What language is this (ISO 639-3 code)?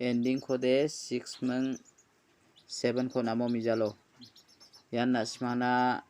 grt